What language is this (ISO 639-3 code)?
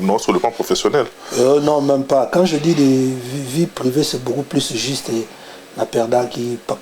lin